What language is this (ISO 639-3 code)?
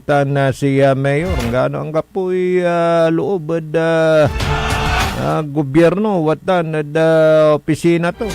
pag